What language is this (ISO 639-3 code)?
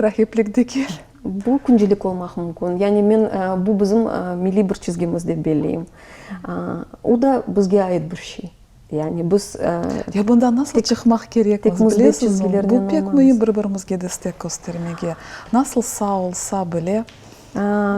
crh